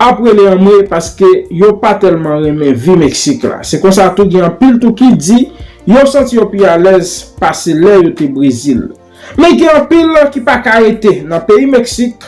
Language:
Haitian Creole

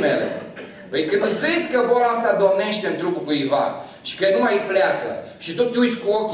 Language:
Romanian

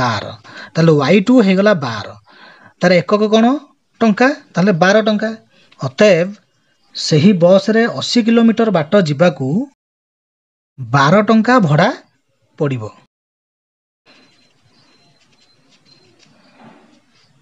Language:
Odia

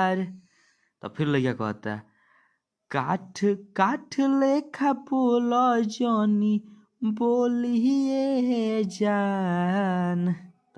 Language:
Bhojpuri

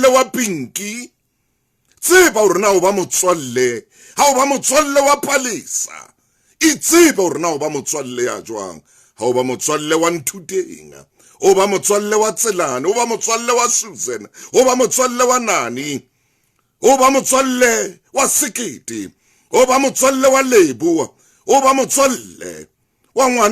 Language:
Southern Sotho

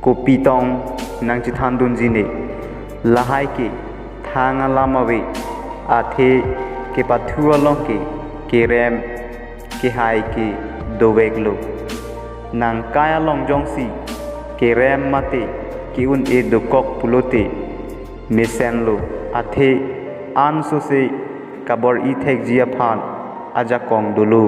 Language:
Karbi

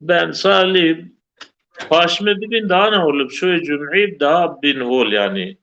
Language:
Zaza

